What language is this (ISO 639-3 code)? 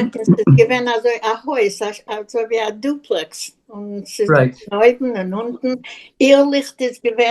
yid